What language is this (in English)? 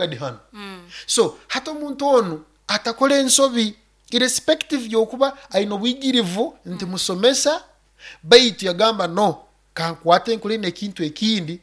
Nyoro